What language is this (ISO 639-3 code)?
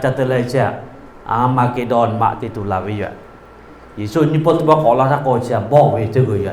lhu